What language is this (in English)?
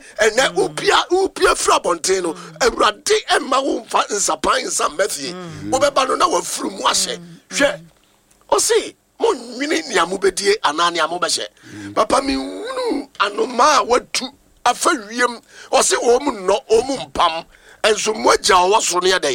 Akan